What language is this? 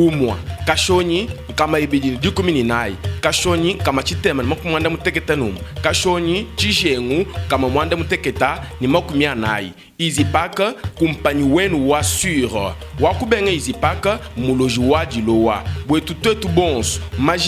Luba-Lulua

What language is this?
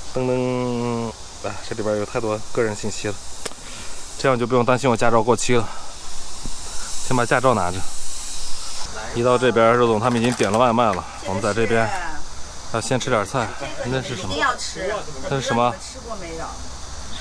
Chinese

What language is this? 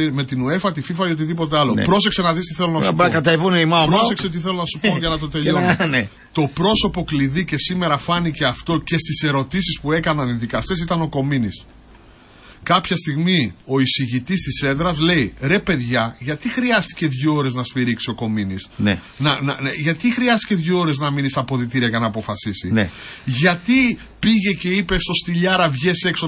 Greek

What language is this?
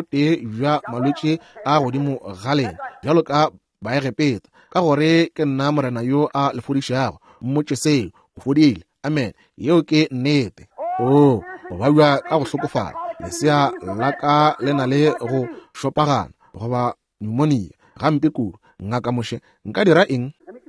Northern Sotho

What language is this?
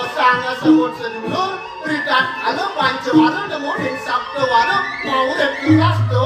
Balinese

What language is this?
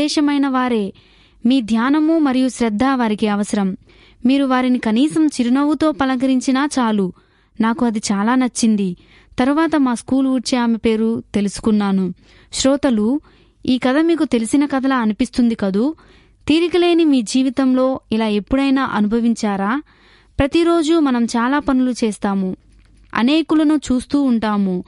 Telugu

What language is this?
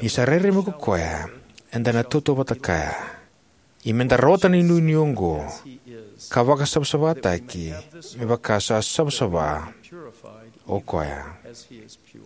Fijian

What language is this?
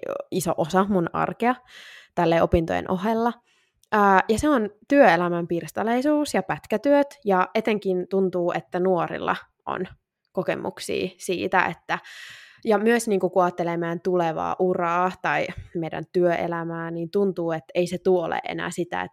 Finnish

